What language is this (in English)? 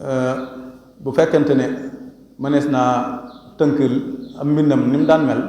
Wolof